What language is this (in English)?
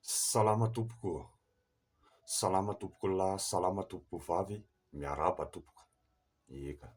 Malagasy